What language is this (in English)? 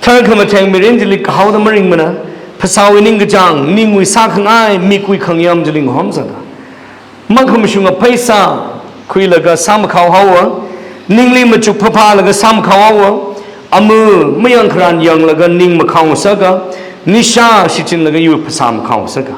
Tangkhul Naga (India)